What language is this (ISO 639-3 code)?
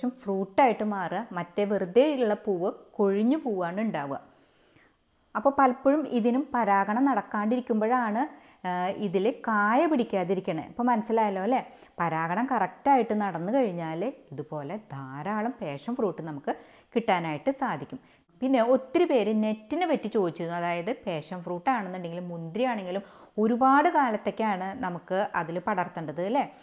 mal